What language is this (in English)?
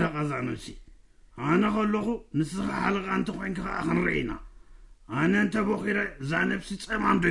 Tigrinya